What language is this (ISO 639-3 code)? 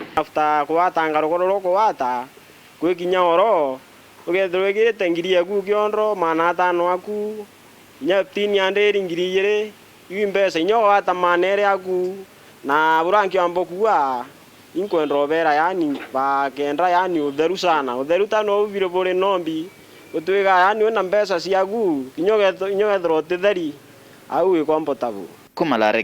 mer